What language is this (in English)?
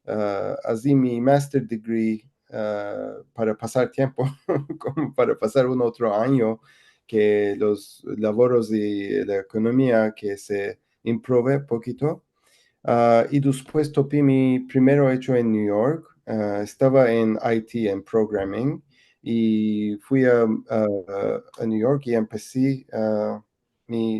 Ladino